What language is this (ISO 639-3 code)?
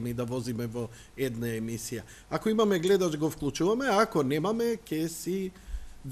mkd